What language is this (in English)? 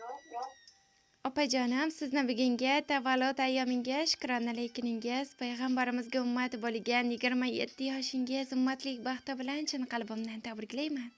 Uzbek